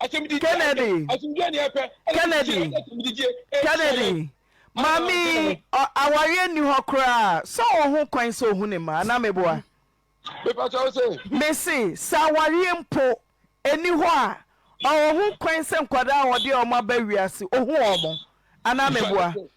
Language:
Akan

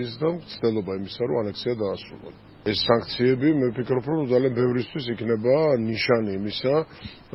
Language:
Georgian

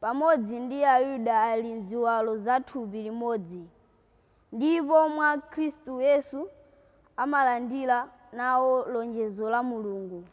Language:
Nyanja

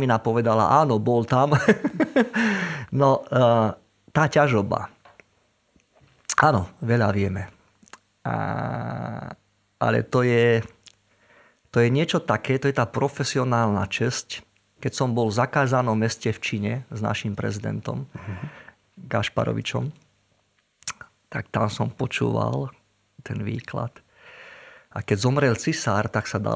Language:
Slovak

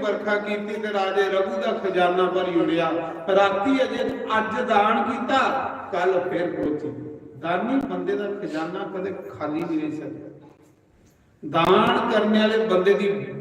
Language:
Dogri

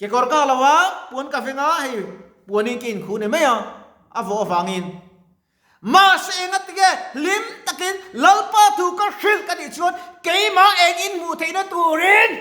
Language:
Mizo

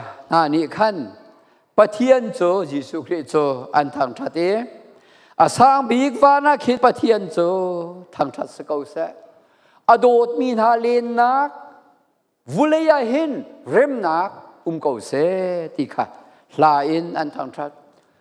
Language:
Falam Chin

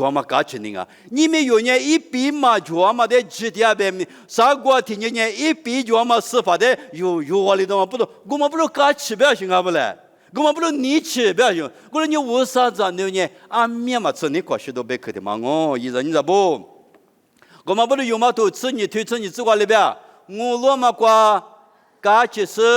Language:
Lisu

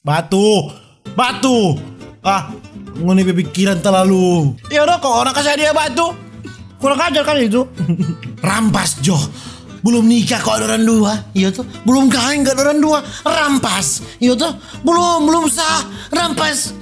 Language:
Manado Malay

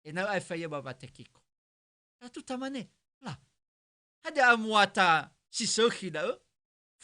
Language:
Nias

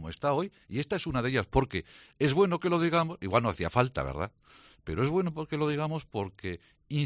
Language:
Spanish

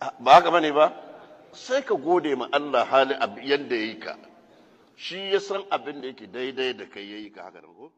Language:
Hausa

